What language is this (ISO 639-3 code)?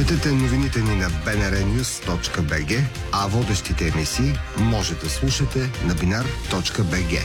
bul